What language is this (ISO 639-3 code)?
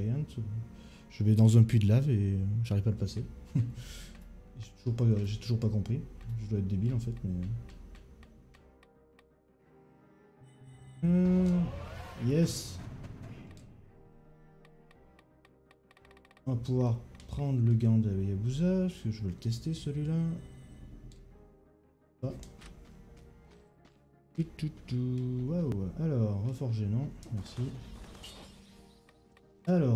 fra